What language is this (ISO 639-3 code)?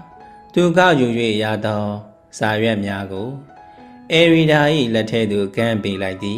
mya